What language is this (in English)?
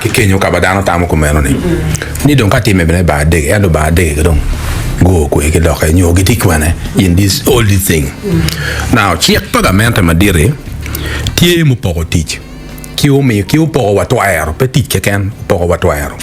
Acoli